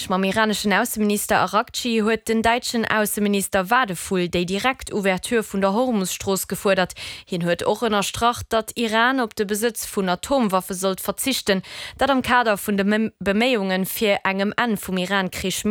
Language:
Luxembourgish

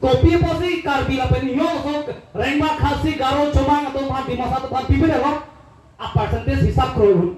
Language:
Karbi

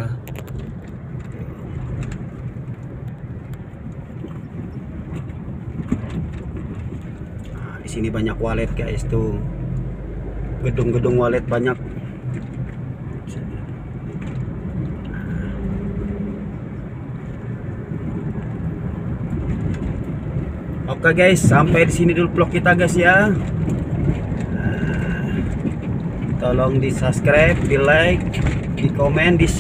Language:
Indonesian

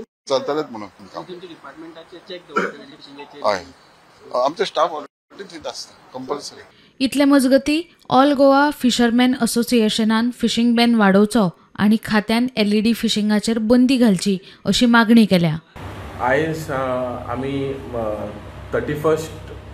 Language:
Konkani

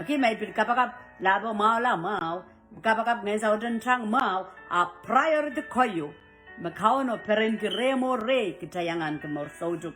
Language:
Pohnpeian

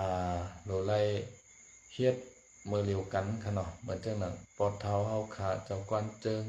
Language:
Shan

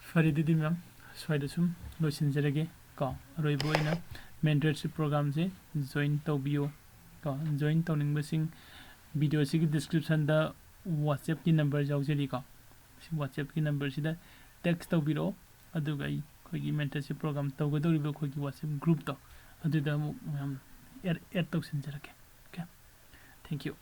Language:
Manipuri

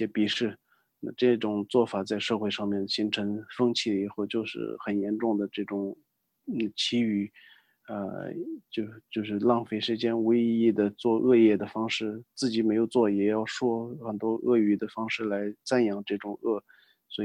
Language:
Chinese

